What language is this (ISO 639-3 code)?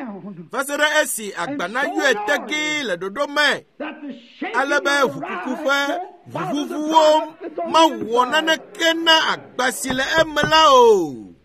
ewe